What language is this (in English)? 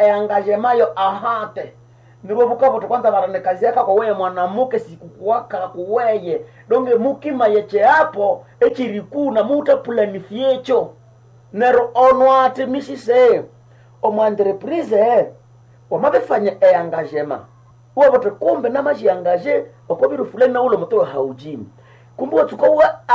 Nande